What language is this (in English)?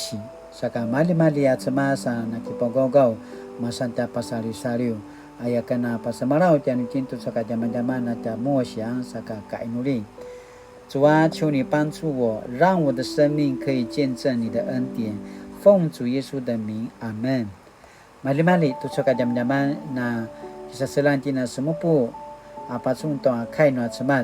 Paiwan